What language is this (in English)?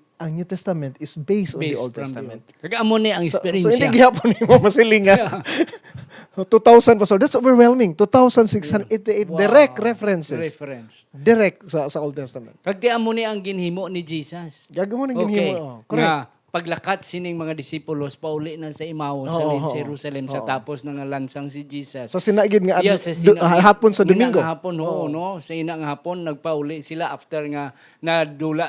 Hiligaynon